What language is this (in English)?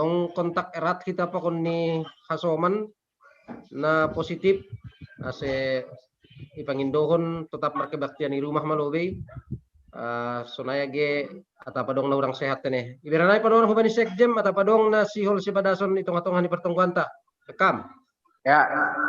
Batak Simalungun